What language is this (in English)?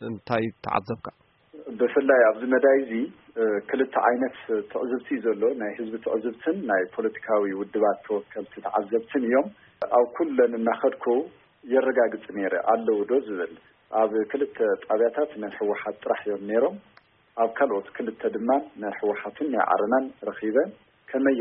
Tigrinya